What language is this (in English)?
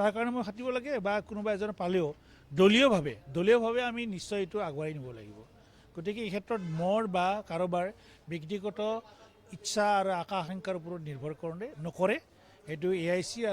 Assamese